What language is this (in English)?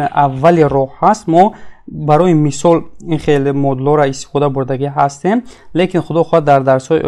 Tajik